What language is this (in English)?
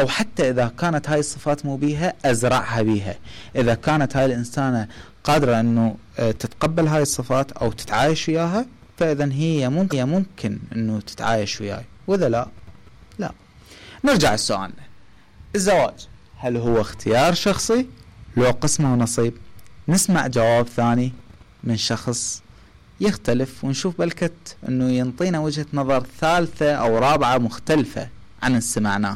Mesopotamian Arabic